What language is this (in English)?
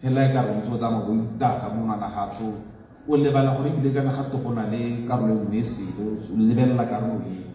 Tswana